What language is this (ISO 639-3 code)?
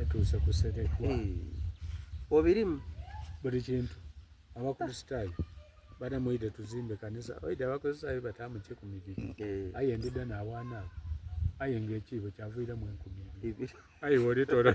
xog